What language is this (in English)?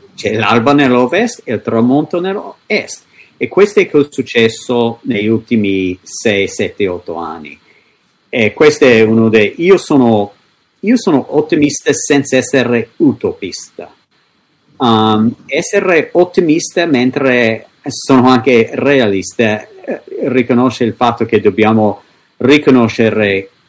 Italian